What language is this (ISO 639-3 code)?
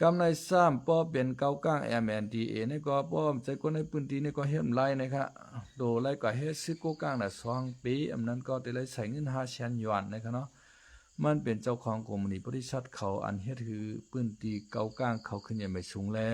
shn